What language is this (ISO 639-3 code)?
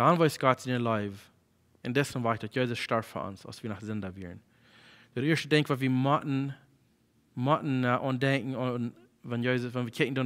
pdt